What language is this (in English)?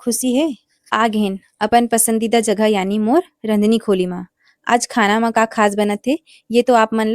Chhattisgarhi